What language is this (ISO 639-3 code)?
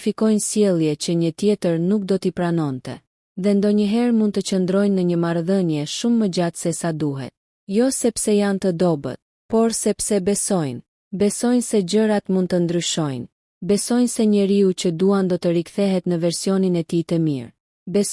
sqi